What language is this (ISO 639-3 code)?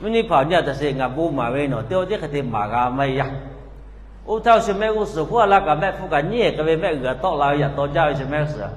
lhu